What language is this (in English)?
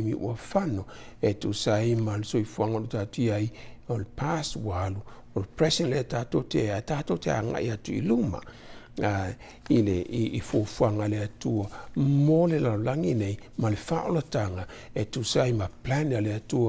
Samoan